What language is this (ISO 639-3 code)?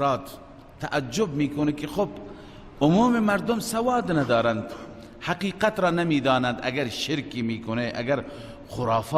fas